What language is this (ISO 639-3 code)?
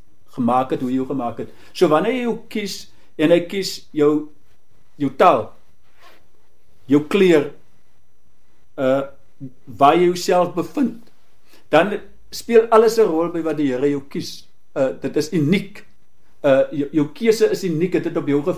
afr